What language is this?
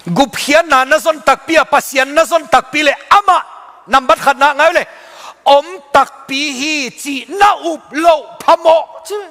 Tedim Chin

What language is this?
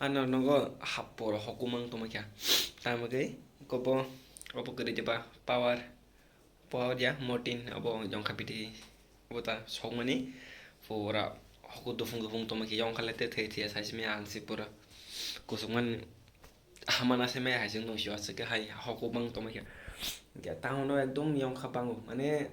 Kok Borok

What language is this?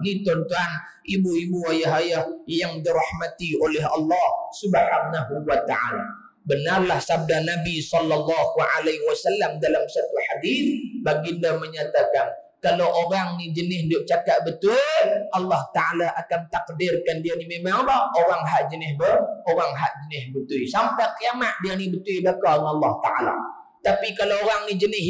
Malay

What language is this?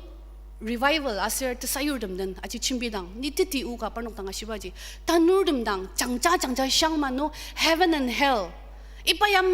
Ao Naga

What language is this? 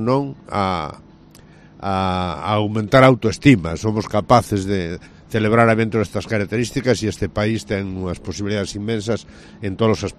Galician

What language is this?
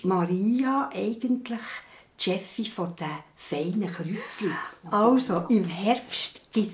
Swiss German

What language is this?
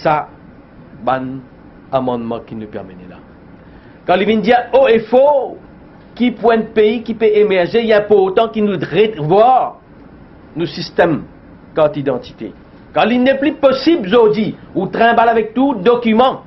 Morisyen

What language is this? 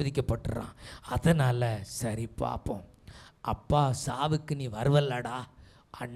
Tamil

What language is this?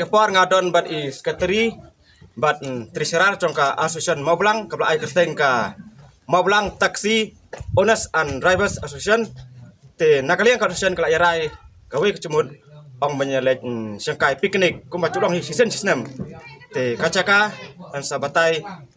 Khasi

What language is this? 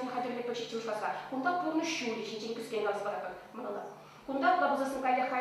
Chuvash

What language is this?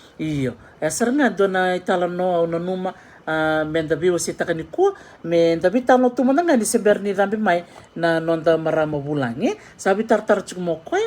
Fijian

